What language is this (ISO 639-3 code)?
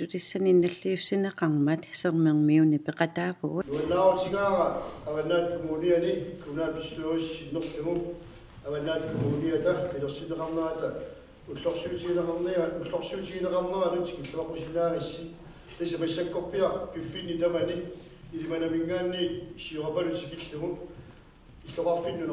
kal